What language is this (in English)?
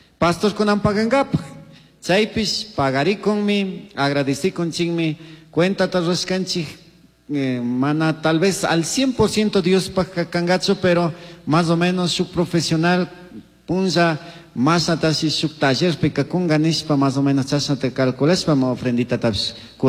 Chimborazo Highland Quichua